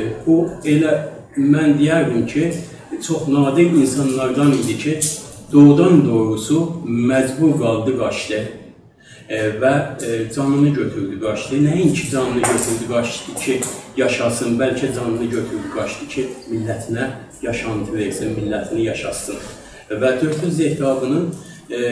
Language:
South Azerbaijani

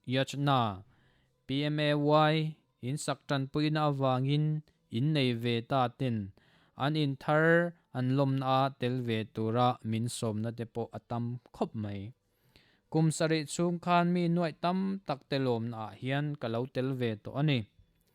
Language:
Mizo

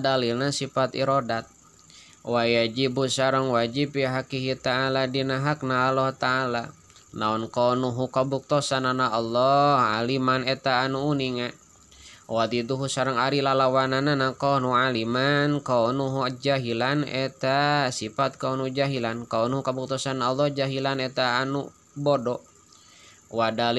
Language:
Sundanese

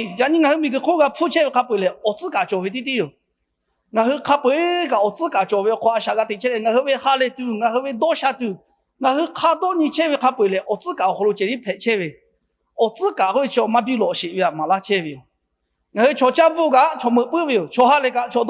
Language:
Lahu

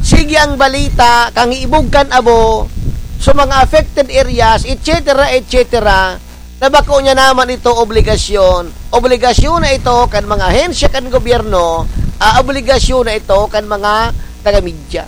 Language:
Bikol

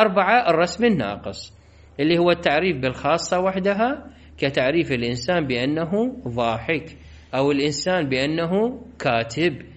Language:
Mesopotamian Arabic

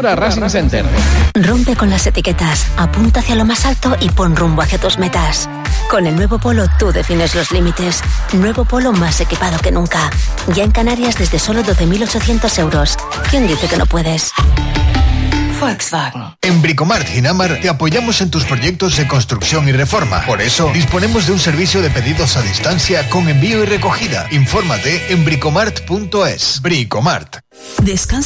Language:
Spanish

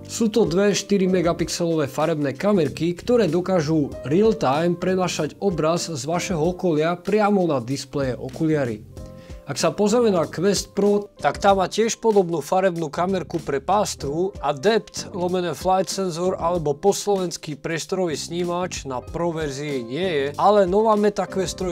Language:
Slovak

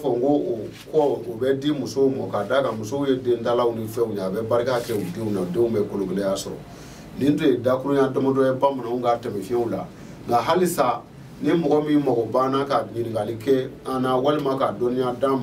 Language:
Bambara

